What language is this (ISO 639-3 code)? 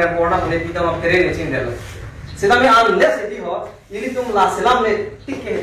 mjw